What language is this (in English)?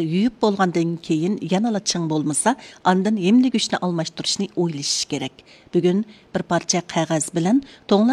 Uyghur